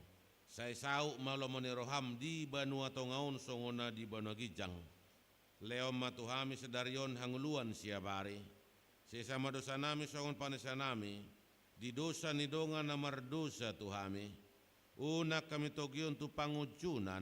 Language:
Batak Toba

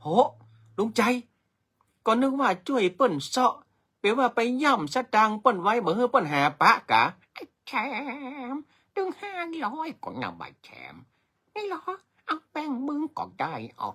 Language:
Northern Thai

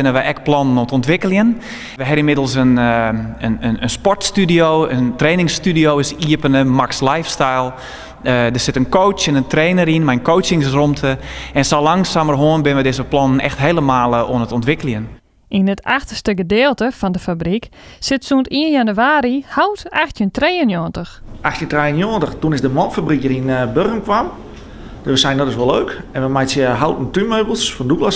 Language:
Western Frisian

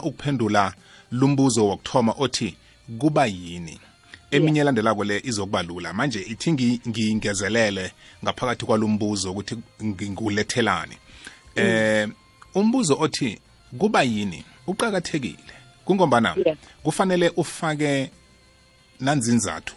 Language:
South Ndebele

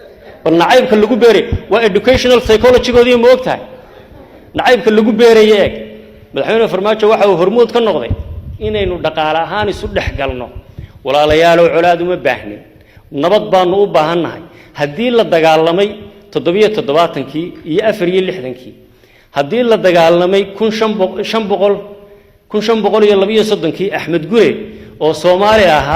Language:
Somali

